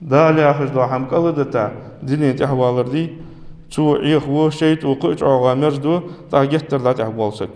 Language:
Ingush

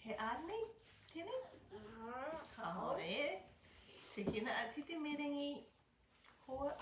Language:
Māori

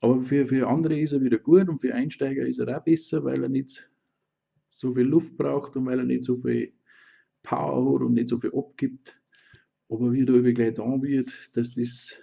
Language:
Bavarian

